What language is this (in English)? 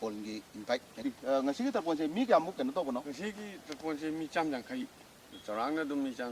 Manipuri